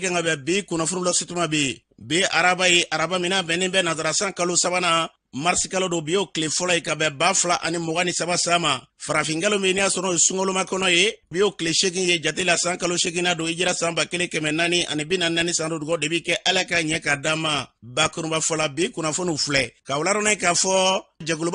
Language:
Bambara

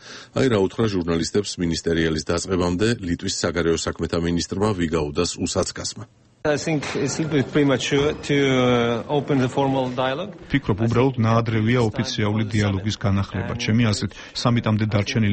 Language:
Georgian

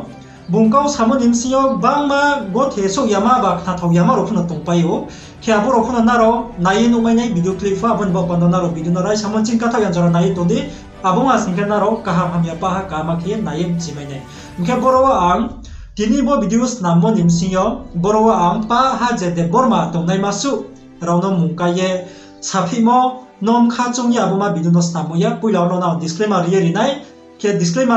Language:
Riang (India)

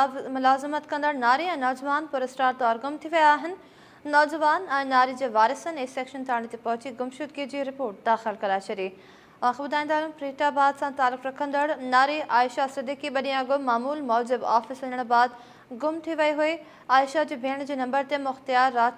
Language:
Sindhi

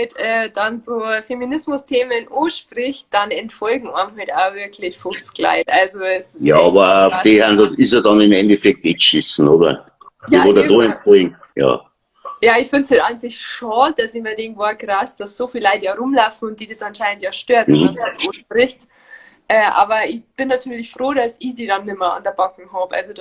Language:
Bavarian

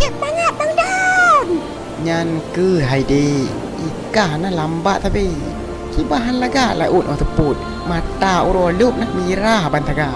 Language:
Achinese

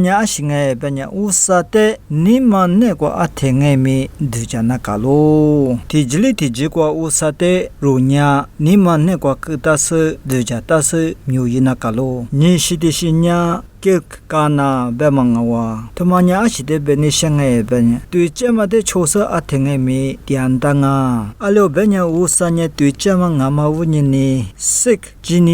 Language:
Lisu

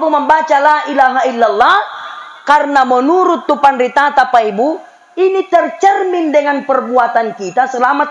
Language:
Makasar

